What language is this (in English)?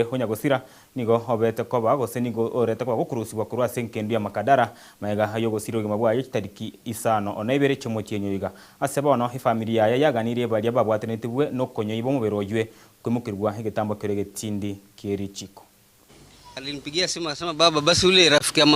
Gusii